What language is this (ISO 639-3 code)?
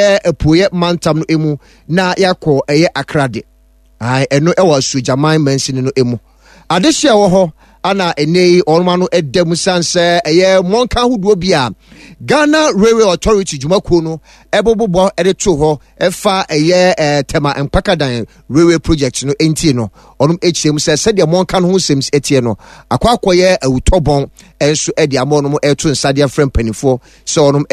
aka